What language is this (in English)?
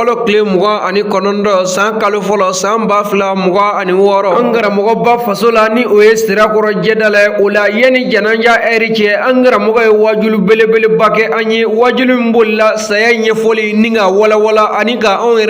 Bambara